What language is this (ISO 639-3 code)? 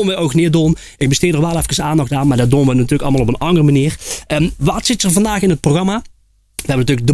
lim